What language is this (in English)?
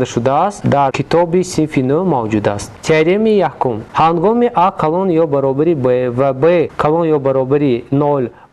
Tajik